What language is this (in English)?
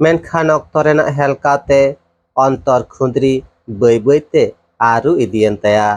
Santali